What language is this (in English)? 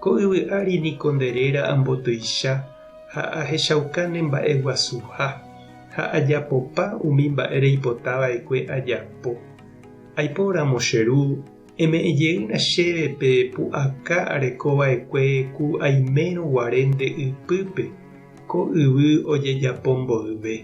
Guarani